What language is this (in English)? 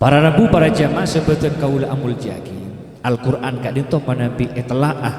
Madurese